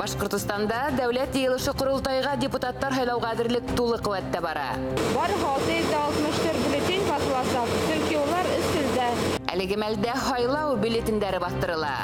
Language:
Bashkir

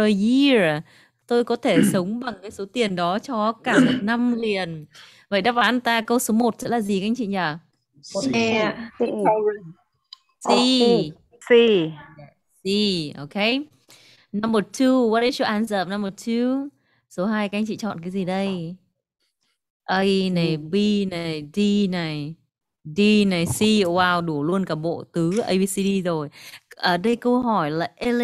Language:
Vietnamese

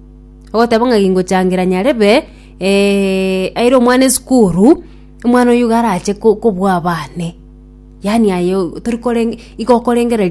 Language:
Gusii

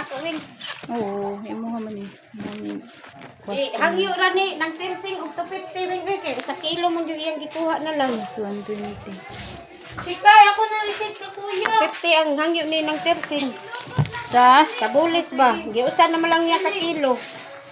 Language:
Cebuano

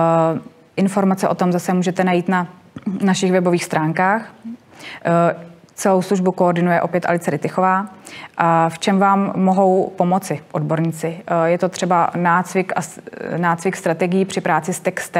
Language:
Czech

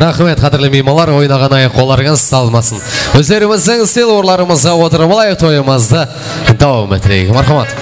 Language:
Kara-Kalpak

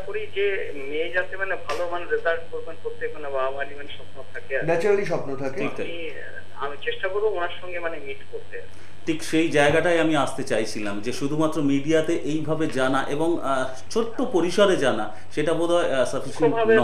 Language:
Bangla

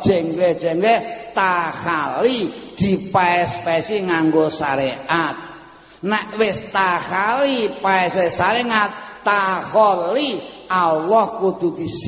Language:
Javanese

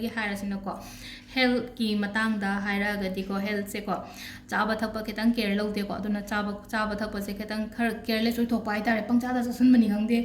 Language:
Manipuri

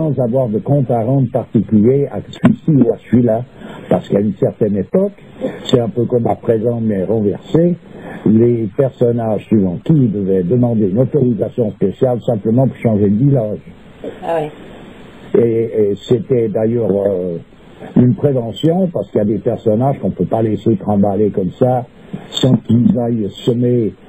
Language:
French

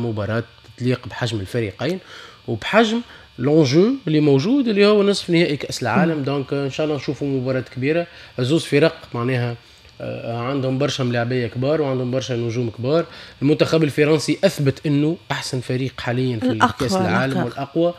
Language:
Tunisian Arabic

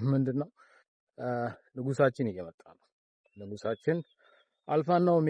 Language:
Amharic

